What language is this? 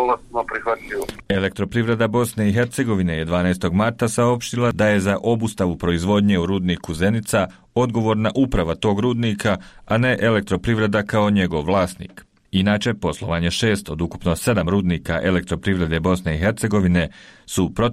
Bosnian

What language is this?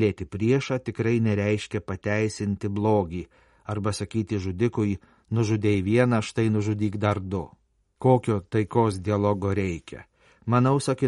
Lithuanian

